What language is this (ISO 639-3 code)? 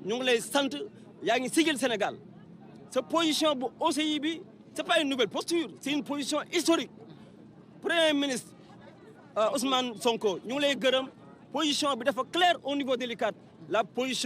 wol